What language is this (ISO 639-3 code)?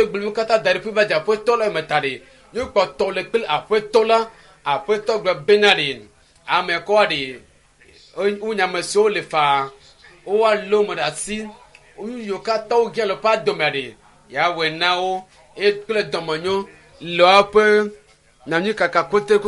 ewe